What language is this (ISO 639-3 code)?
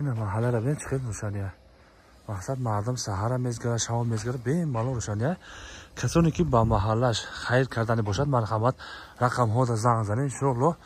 tgk